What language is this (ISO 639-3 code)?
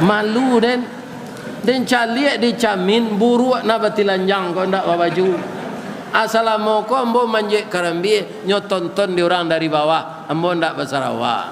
min